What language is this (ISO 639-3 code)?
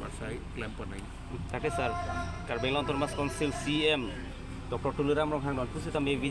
mjw